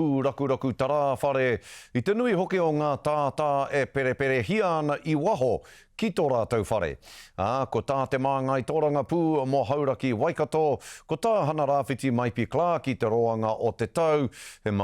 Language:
Māori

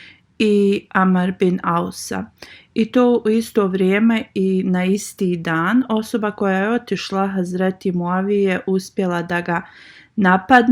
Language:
Bosnian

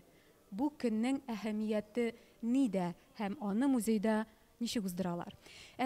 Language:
Tatar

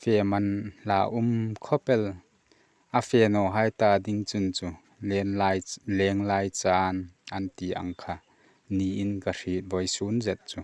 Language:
Hmar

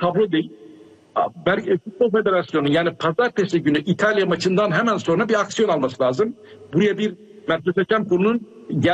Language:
Turkish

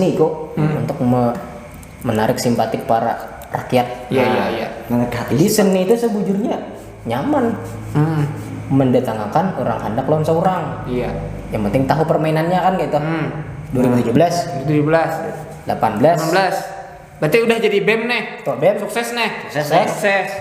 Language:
Banjar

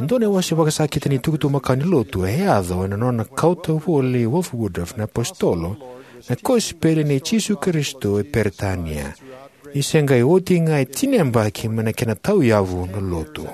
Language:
Fijian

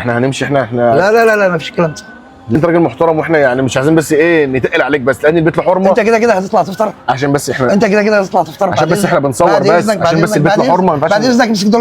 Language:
Egyptian Arabic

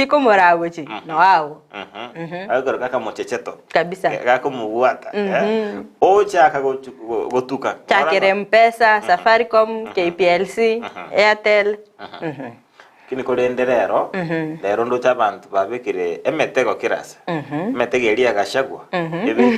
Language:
Gusii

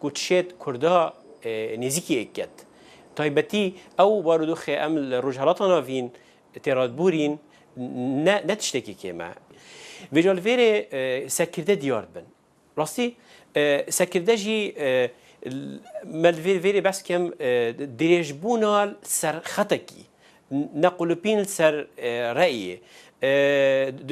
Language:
Kurdish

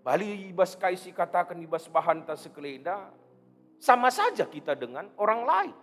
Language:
Batak Karo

